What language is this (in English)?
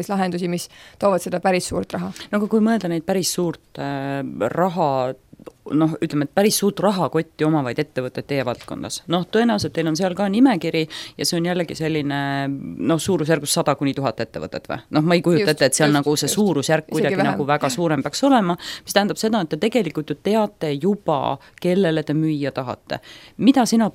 Estonian